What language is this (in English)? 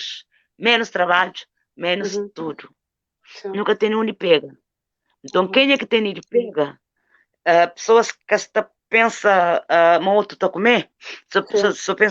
Kabuverdianu